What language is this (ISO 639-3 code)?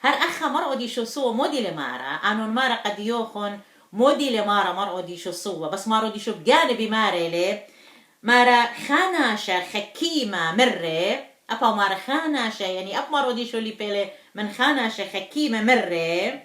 aii